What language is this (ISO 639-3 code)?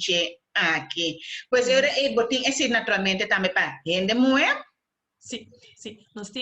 pap